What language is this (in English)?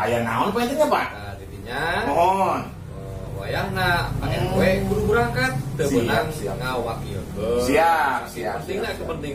Sundanese